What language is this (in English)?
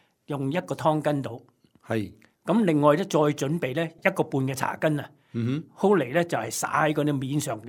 Cantonese